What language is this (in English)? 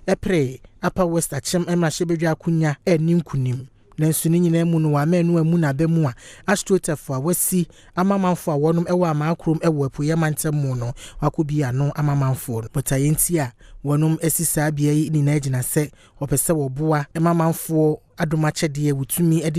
Akan